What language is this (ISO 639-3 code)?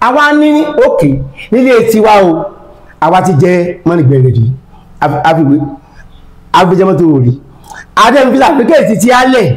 yor